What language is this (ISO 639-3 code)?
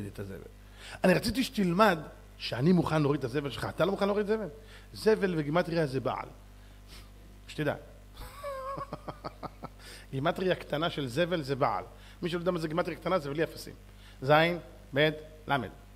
heb